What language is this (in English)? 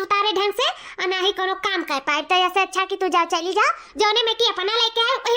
Awadhi